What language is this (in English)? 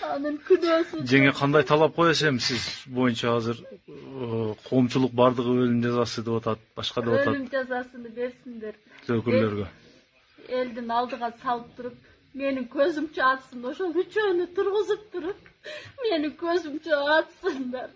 Kyrgyz